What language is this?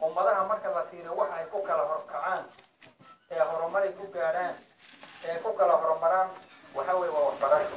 Somali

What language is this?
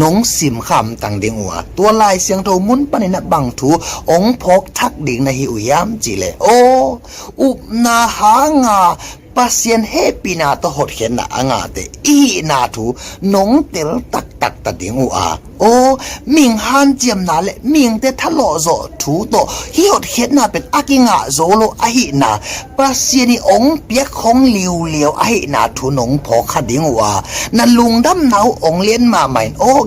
Tedim Chin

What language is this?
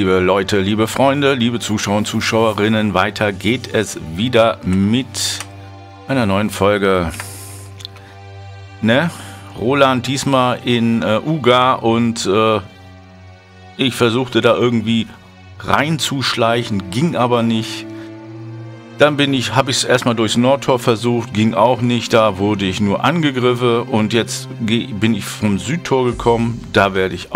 German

